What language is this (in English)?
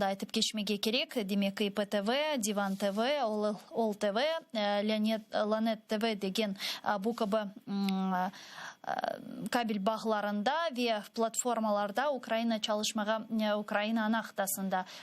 Crimean Tatar